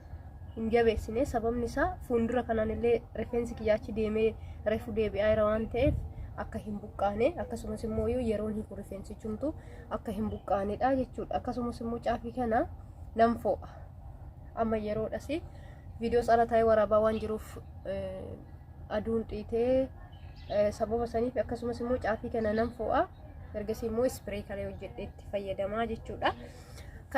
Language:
Oromo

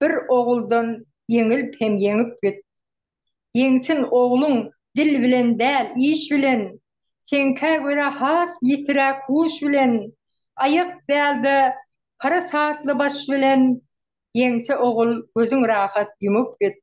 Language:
Turkmen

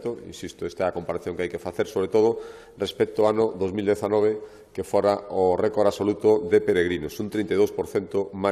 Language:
Galician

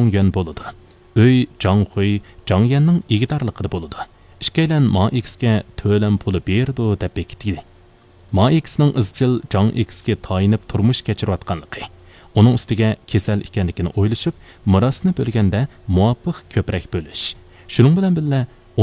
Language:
Uyghur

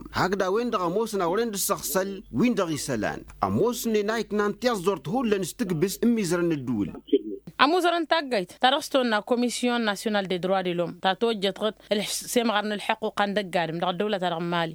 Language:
Tamasheq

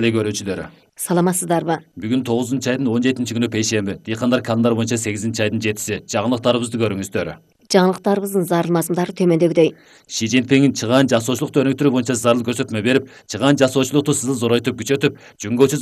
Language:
Kyrgyz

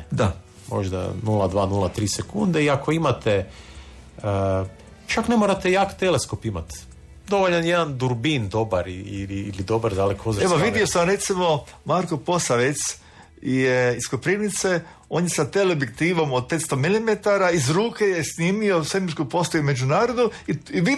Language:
Croatian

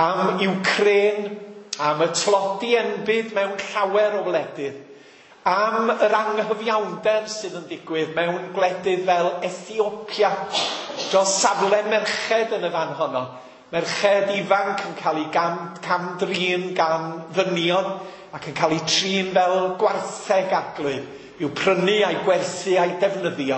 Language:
Welsh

